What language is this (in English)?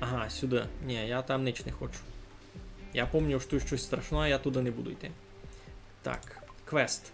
Rusyn